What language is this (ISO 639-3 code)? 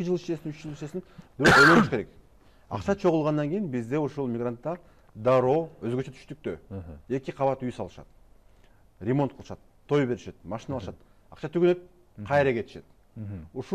kir